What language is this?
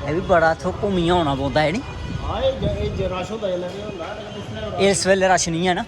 Dogri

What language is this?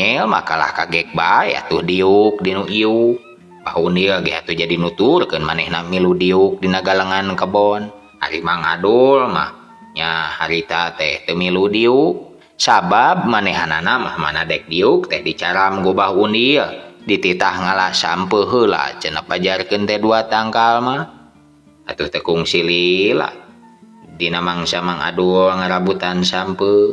Sundanese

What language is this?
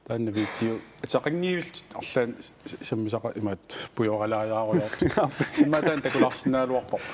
Kalaallisut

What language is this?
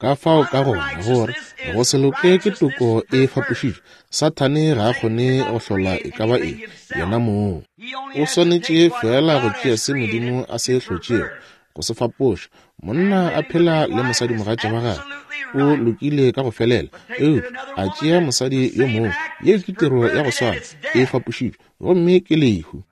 Northern Sotho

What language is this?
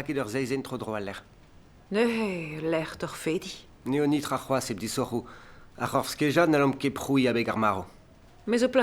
Breton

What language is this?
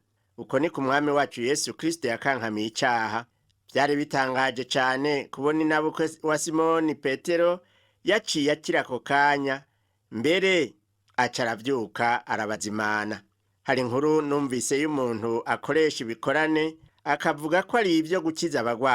Rundi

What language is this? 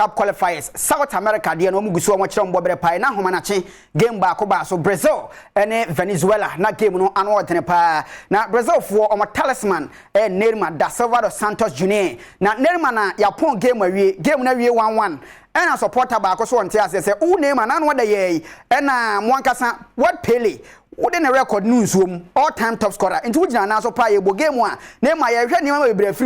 Akan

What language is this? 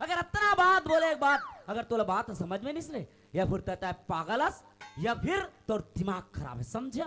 Chhattisgarhi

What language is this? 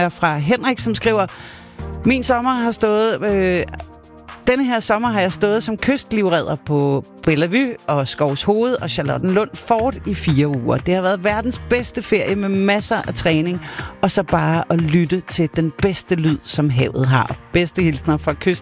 Danish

